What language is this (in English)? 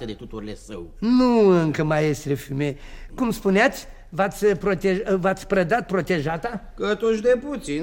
Romanian